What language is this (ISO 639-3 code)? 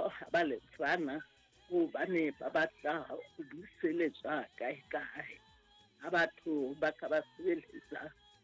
sot